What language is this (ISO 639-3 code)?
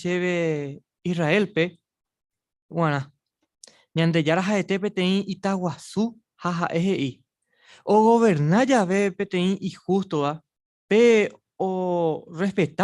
grn